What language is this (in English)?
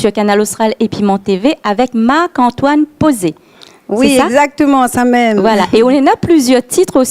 Réunion Creole French